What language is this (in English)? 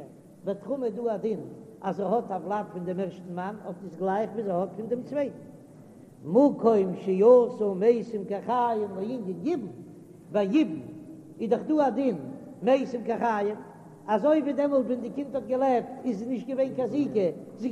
Yiddish